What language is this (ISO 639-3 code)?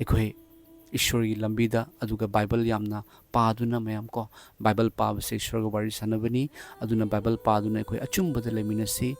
mni